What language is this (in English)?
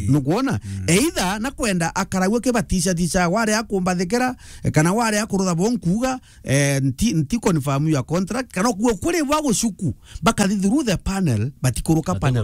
Meru